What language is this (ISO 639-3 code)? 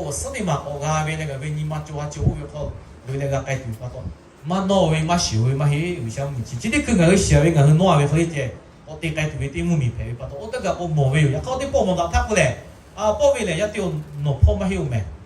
lhu